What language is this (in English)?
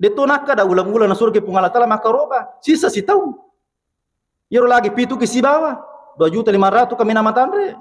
Buginese